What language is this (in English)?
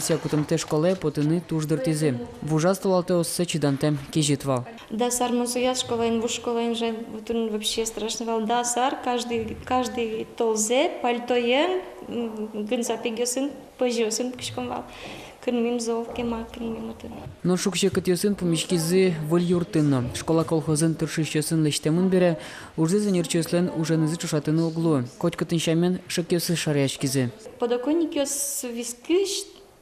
Udmurt